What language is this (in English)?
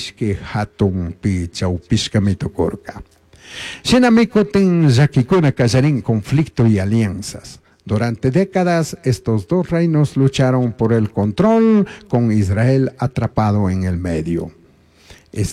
Chimborazo Highland Quichua